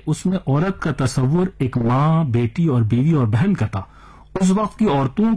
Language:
Urdu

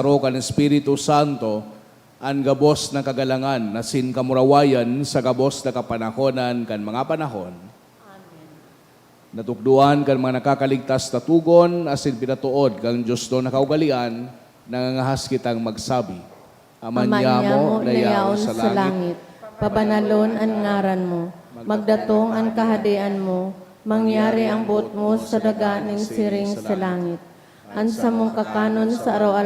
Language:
Bikol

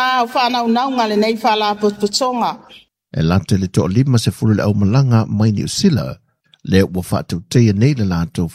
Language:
Samoan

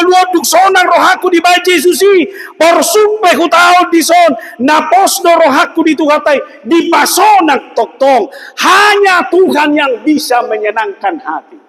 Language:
Batak Toba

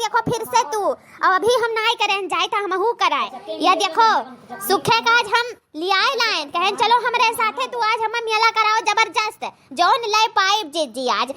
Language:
Awadhi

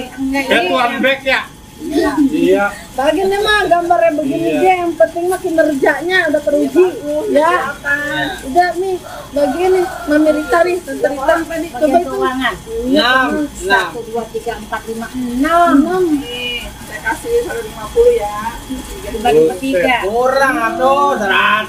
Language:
Betawi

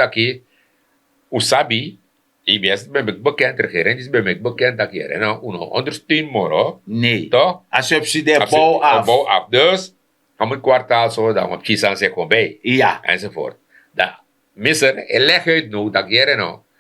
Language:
Sranan Tongo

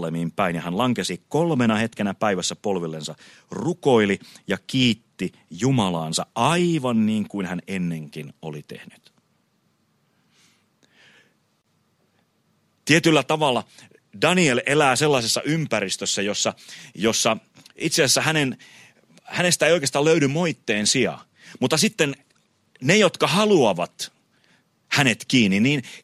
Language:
Finnish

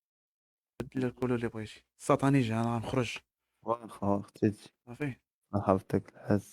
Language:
Moroccan Arabic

